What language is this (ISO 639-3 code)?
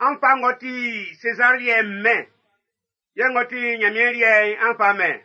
bci